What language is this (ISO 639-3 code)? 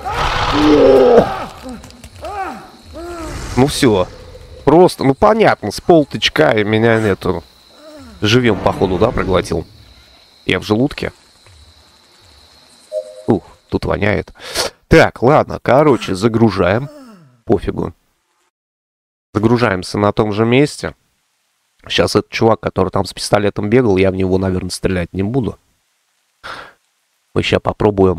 rus